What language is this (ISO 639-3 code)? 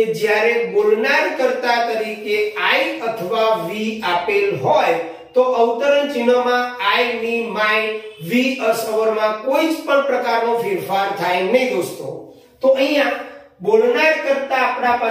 guj